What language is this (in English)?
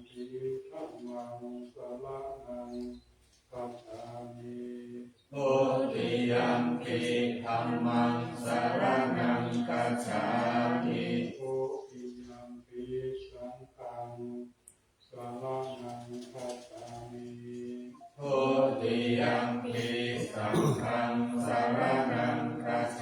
Pali